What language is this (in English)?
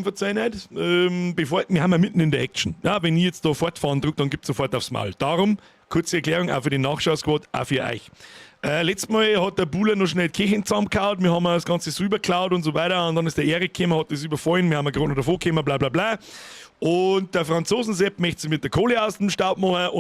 Bavarian